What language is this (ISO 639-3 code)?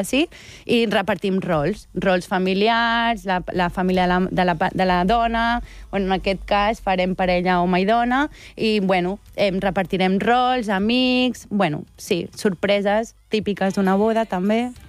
cat